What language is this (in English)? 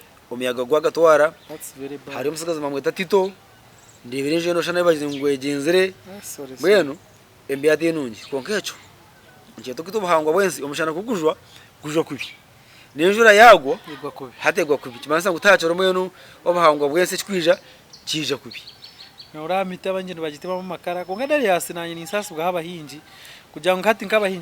Nyankole